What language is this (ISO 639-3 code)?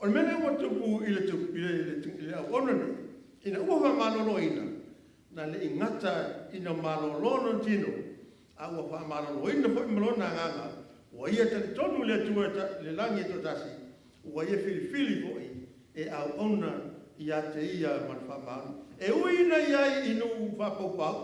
smo